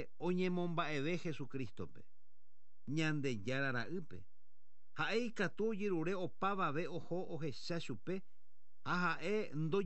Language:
Guarani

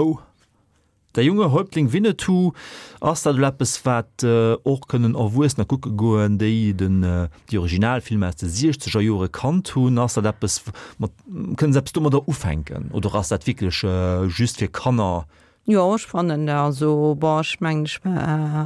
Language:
Luxembourgish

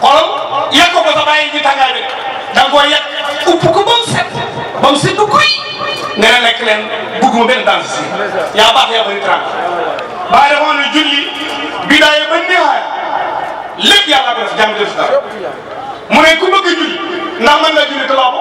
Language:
Wolof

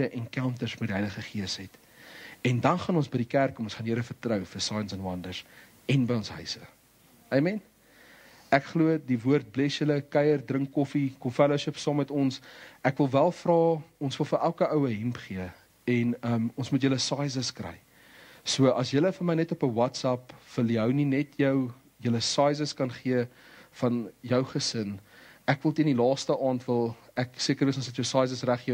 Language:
Afrikaans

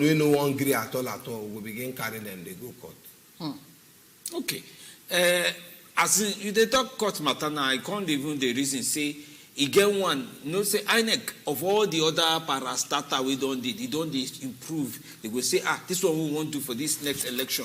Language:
Nigerian Pidgin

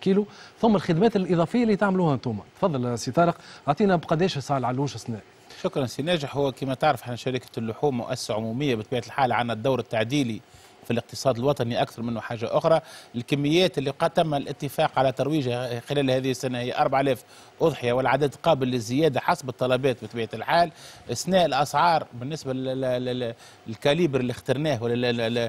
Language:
Tunisian Arabic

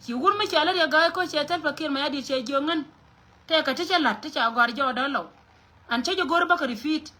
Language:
Nuer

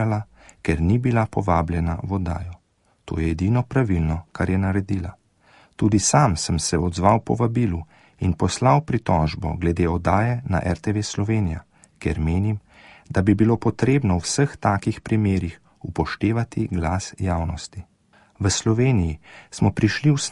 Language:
Slovenian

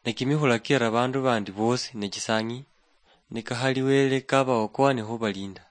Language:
Luyia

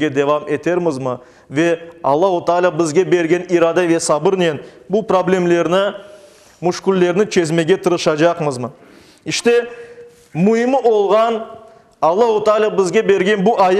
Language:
Crimean Tatar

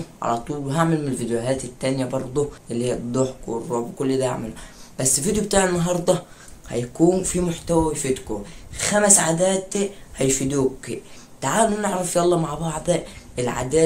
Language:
Egyptian Arabic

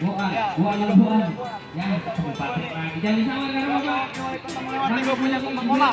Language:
Betawi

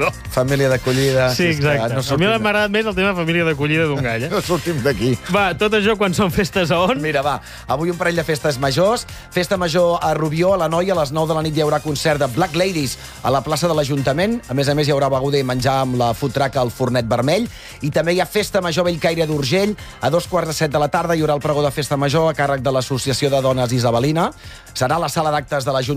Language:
Catalan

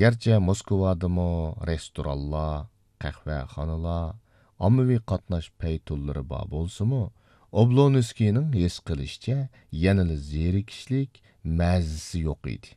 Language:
Uyghur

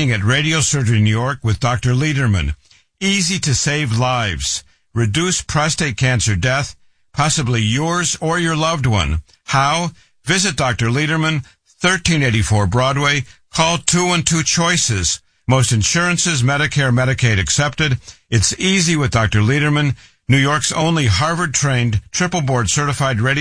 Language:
English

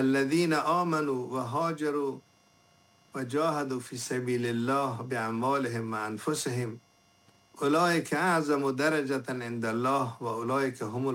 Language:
Persian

